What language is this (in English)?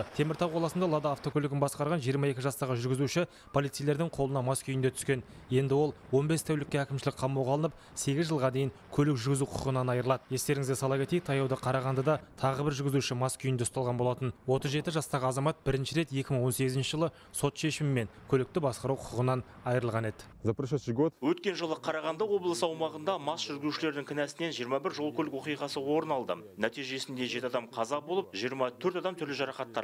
Kazakh